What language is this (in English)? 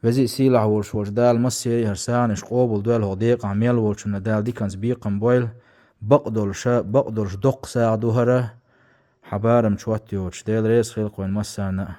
Chechen